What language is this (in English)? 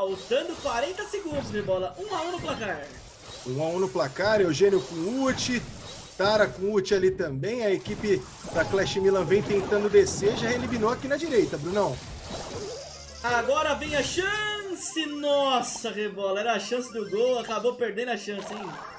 Portuguese